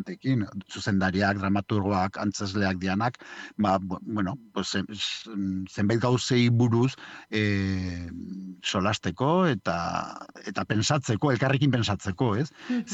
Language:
Basque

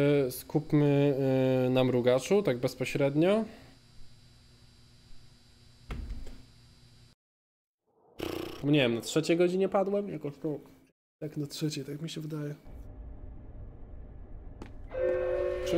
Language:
Polish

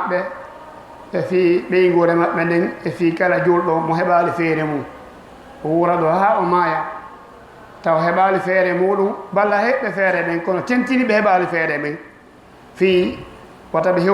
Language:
Fula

